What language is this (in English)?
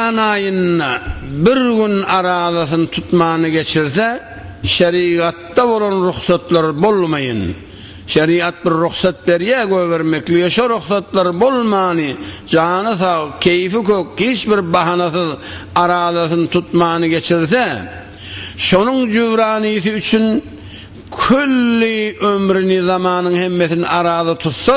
Turkmen